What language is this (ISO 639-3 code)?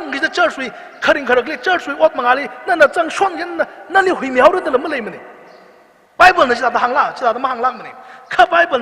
nmf